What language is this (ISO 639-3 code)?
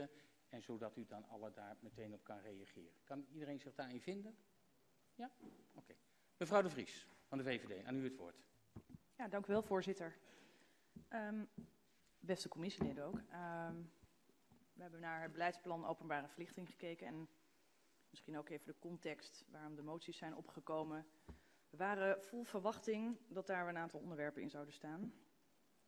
nld